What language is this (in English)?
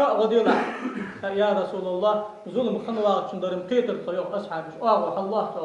Ingush